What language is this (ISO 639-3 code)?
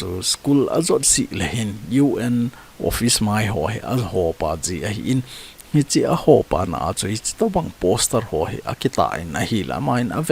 tcz